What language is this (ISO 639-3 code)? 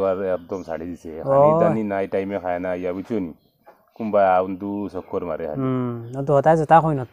syl